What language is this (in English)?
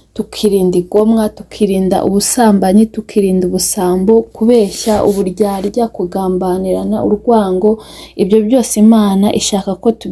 Kinyarwanda